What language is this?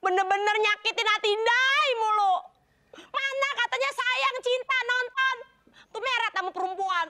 Betawi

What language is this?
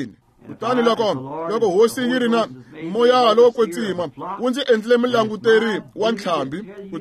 Tsonga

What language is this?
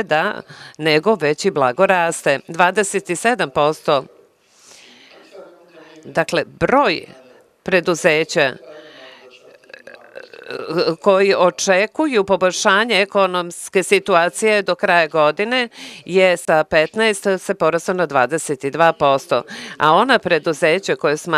Serbian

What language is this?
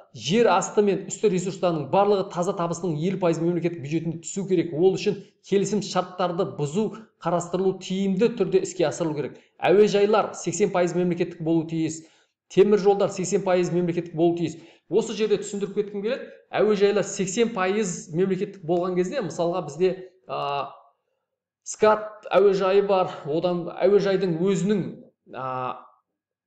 Kazakh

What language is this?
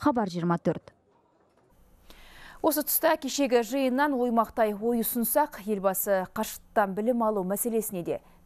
Kazakh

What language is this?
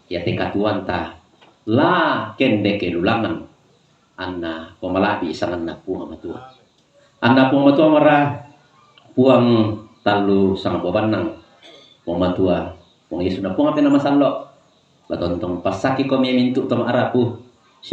Toraja-Sa'dan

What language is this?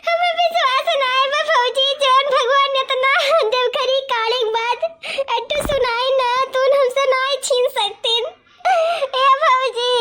Awadhi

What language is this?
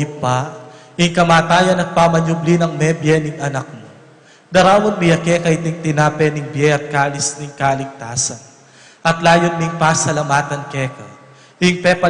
Pampanga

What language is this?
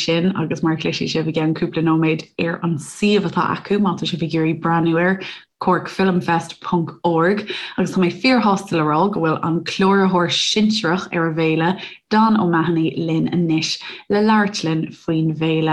Irish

